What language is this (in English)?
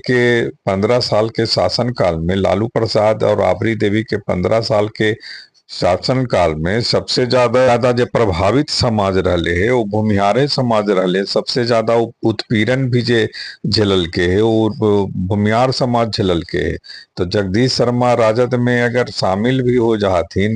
Magahi